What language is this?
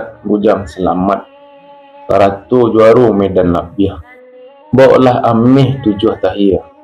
Minangkabau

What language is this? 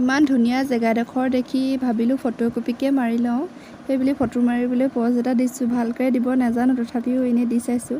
Assamese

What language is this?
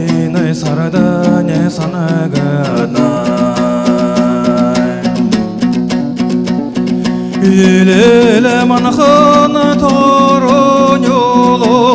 Kazakh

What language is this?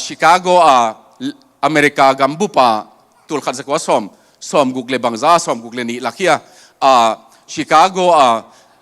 Tedim Chin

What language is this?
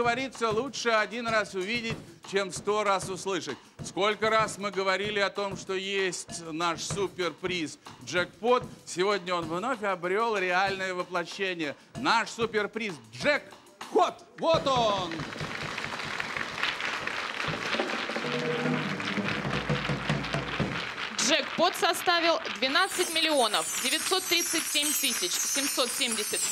Russian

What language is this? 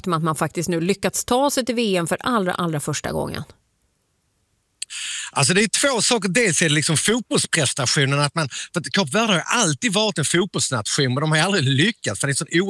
Swedish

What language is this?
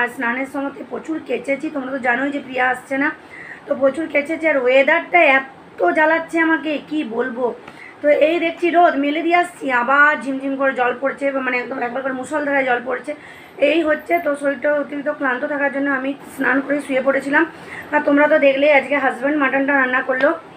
Bangla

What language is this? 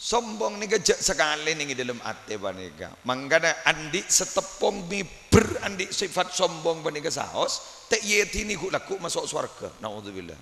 Madurese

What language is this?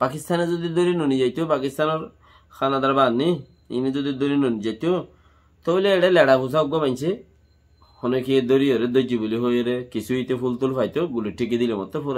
Rohingya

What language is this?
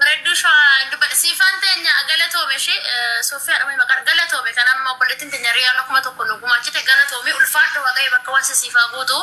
Oromo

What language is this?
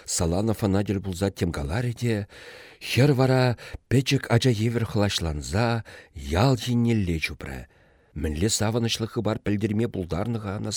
Chuvash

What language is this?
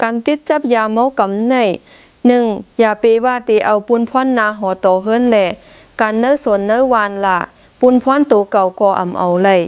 Shan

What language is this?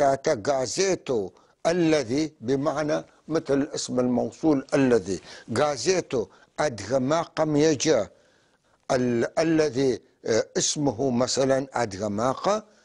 North Levantine Arabic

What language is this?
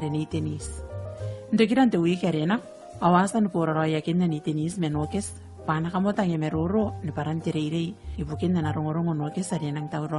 Gilbertese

